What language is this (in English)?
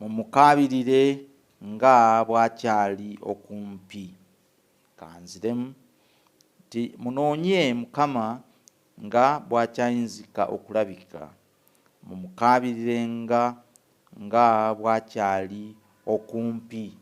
Ganda